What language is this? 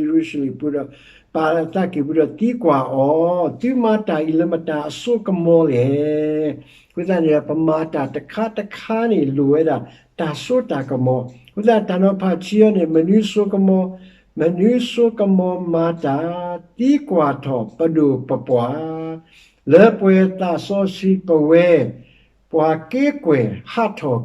S'gaw Karen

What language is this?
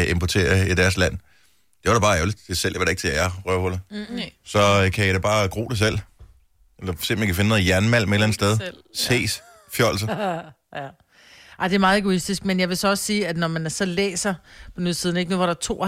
Danish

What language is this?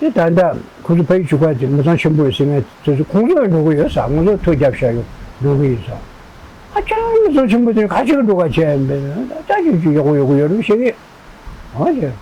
Tibetan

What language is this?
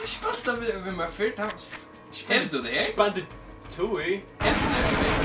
Faroese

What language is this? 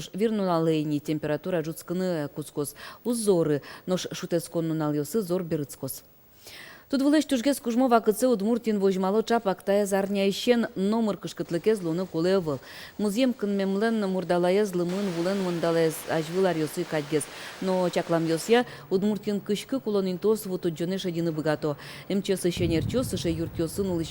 Udmurt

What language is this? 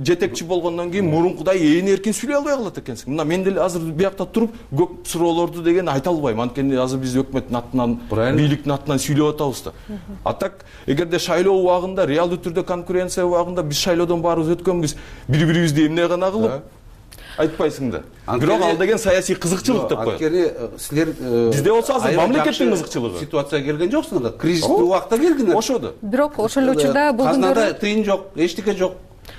Kyrgyz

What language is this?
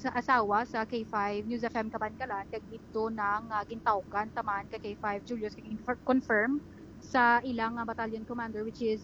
Hiligaynon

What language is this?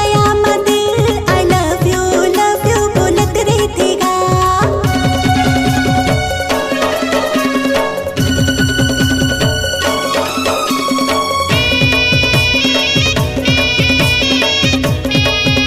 Bhojpuri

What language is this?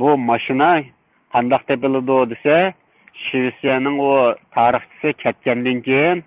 Uyghur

